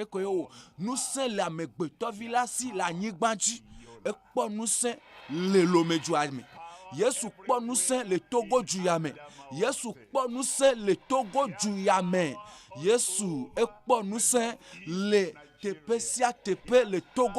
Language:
Ewe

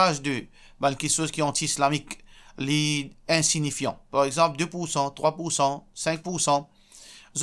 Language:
Morisyen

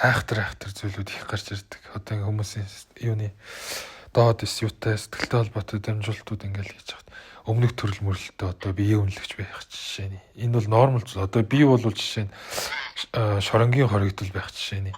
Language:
Mongolian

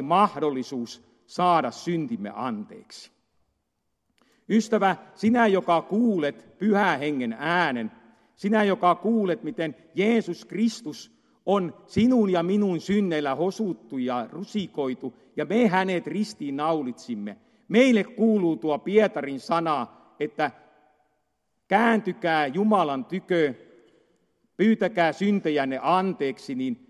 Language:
Finnish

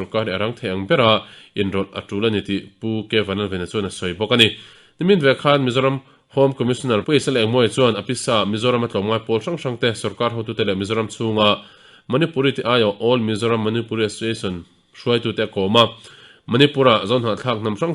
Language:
Mizo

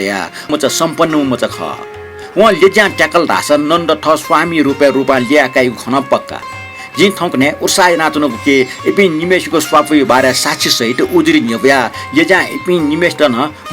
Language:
Newari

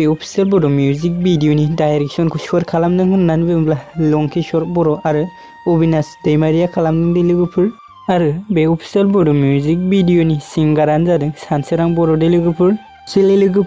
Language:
Bodo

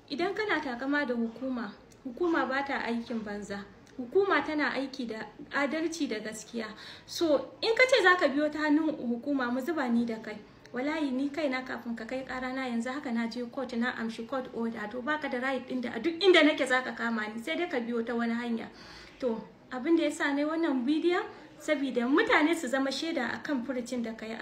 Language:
Hausa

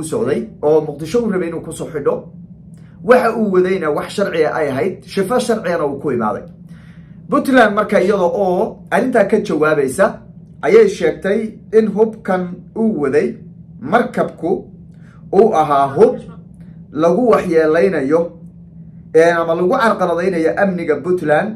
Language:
Somali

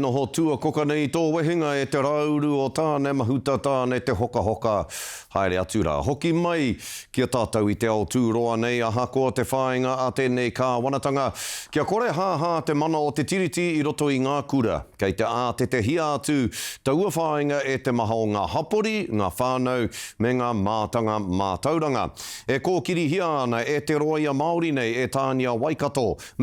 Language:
Māori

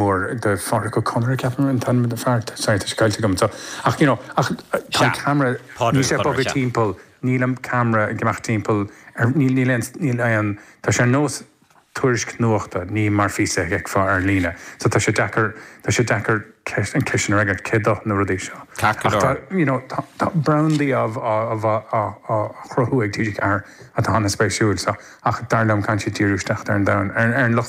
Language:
Irish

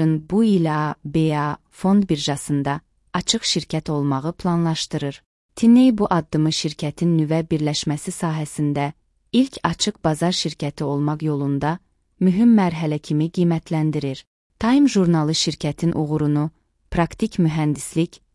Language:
Azerbaijani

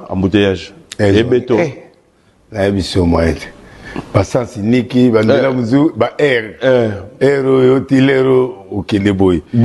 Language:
Lingala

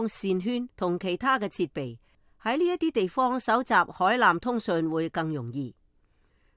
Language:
Cantonese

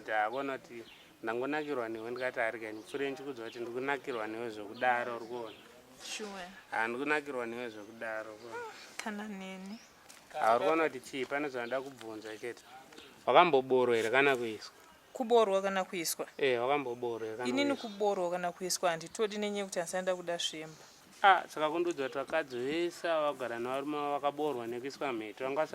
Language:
Shona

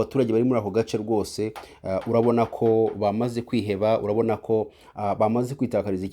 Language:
Kinyarwanda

